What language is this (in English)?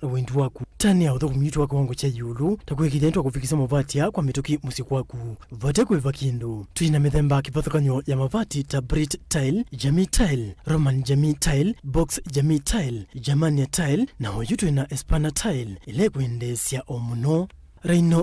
Kamba